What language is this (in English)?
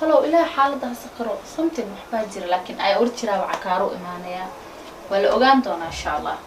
Somali